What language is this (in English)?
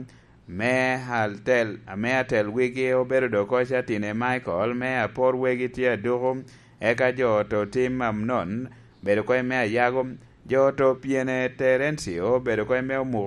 Lango (Uganda)